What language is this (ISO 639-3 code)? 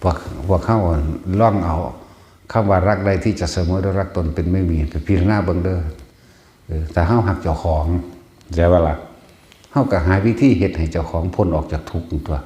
tts